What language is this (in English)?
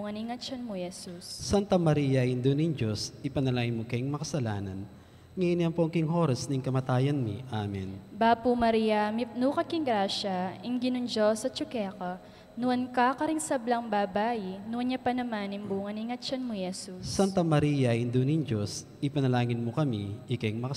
Pampanga